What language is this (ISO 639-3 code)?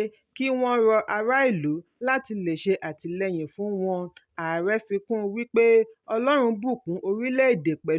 yor